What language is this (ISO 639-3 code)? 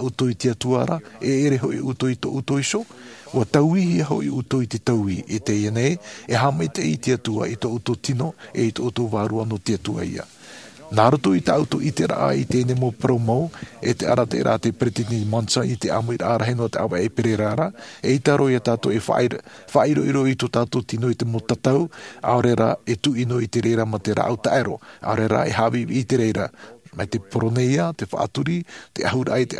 tah